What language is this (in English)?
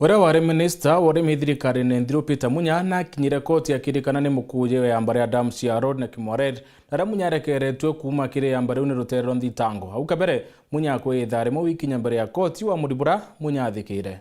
Meru